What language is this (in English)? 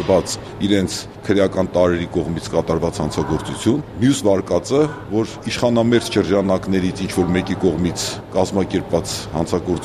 Armenian